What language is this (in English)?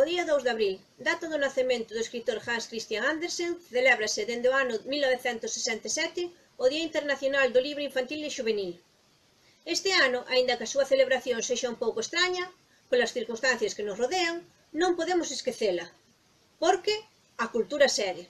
Galician